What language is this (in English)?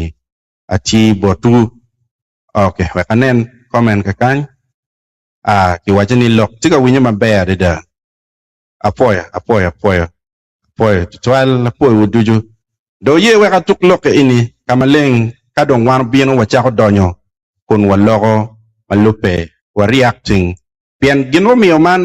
Acoli